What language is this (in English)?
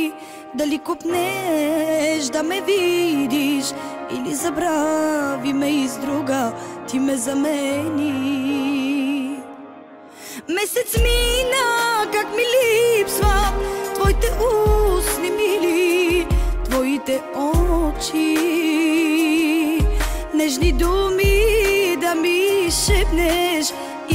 Bulgarian